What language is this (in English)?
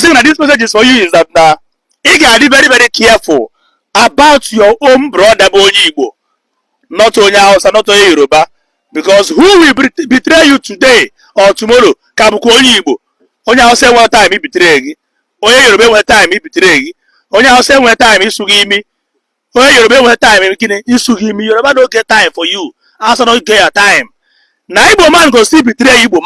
Igbo